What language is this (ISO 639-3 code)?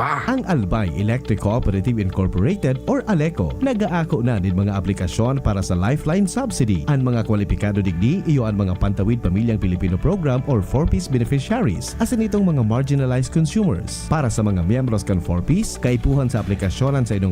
bik